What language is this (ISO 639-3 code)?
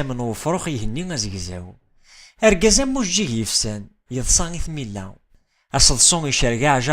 kab